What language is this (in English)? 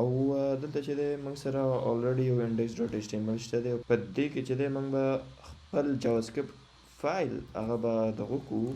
Pashto